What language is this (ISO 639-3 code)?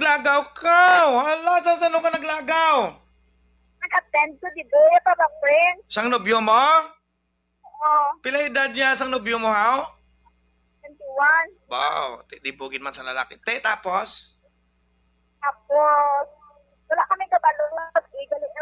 hil